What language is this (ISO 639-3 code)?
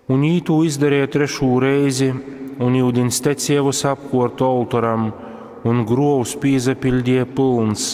ltg